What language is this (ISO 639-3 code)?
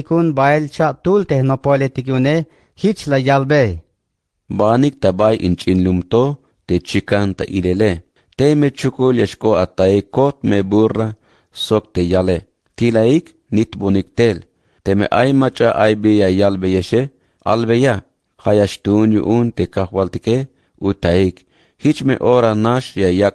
tzh